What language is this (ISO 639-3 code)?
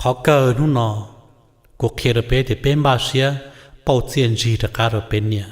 hmn